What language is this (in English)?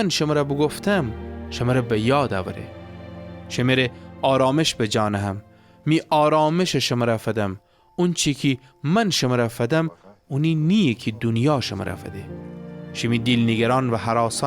Gilaki